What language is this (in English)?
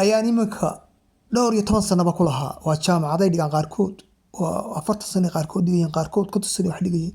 Somali